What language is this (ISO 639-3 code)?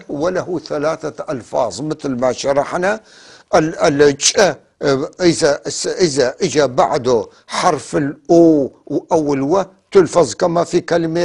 apc